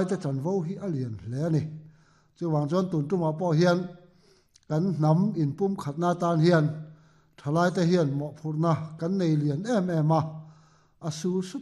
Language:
Mizo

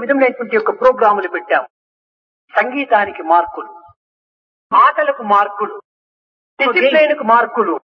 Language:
Telugu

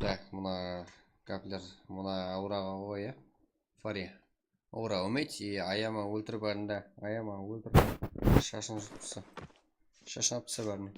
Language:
Kara-Kalpak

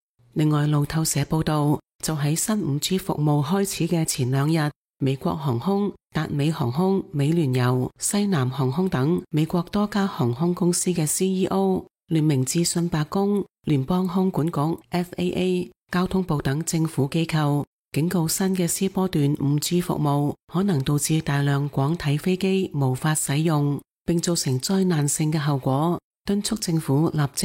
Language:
Cantonese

